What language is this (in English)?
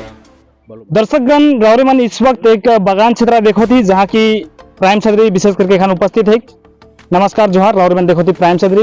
Sadri